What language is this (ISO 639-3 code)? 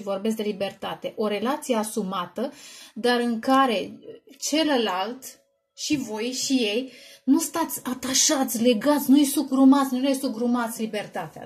ron